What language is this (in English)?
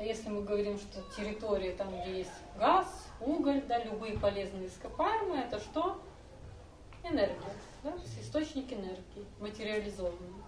Russian